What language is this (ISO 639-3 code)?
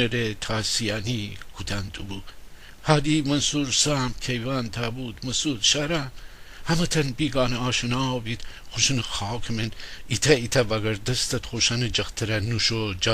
glk